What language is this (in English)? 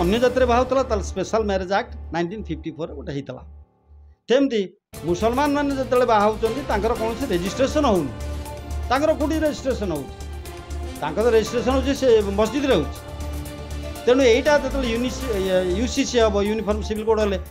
Odia